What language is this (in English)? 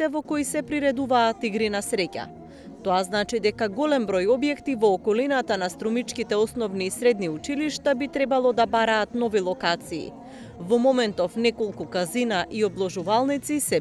Macedonian